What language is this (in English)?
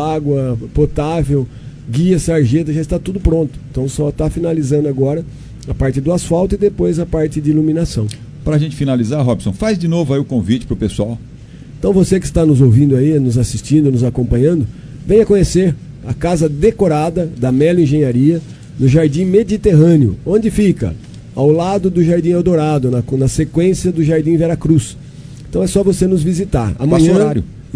Portuguese